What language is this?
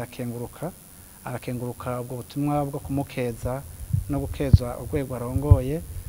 Rundi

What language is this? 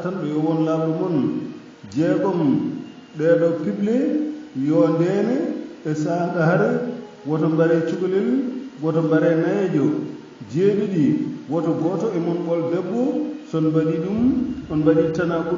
Fula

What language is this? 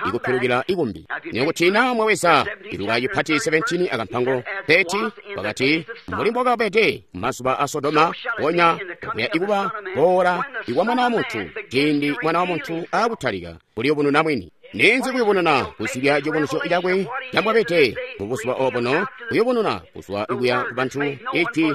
Tonga (Zambia)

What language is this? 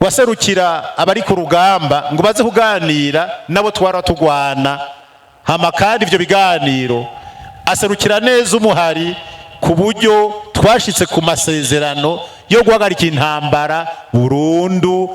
Rundi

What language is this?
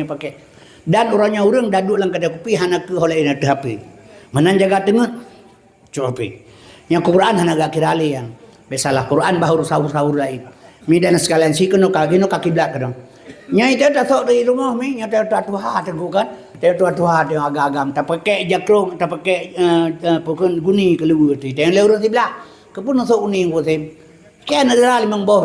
Achinese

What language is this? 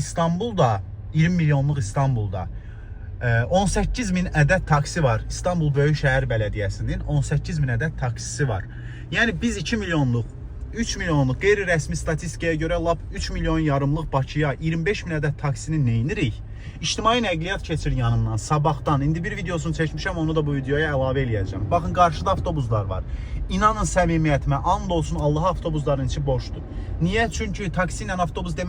Azerbaijani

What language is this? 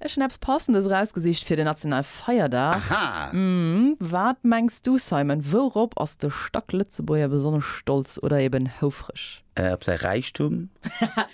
Luxembourgish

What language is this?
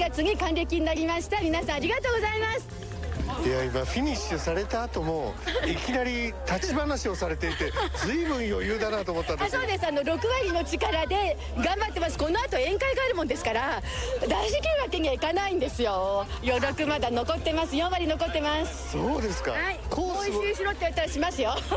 Japanese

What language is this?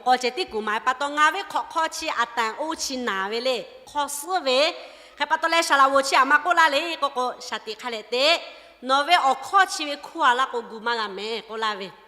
Lahu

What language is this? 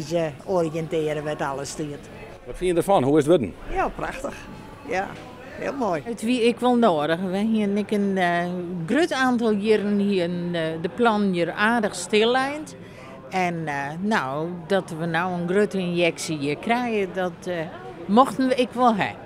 Western Frisian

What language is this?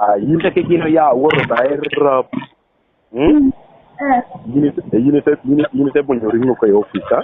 Lango (Uganda)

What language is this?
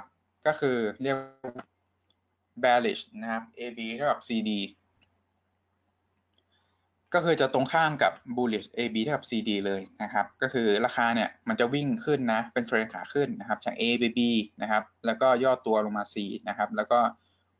Thai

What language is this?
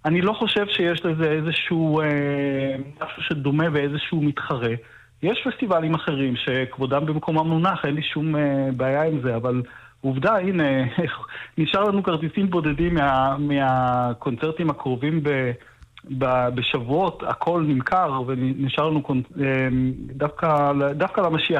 Hebrew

